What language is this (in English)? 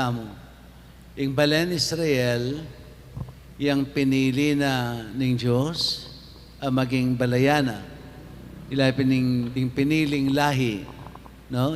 Pampanga